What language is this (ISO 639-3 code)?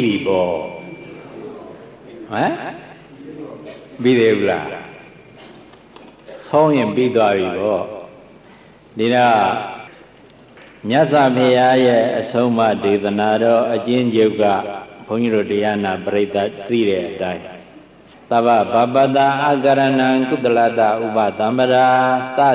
mya